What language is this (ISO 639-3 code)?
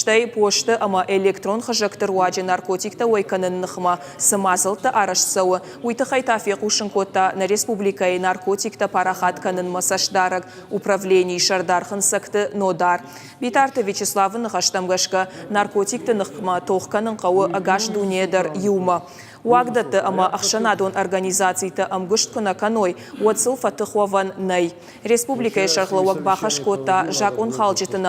oss